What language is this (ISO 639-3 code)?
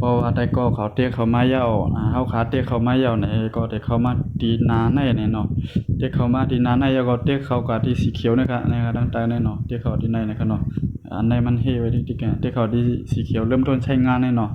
shn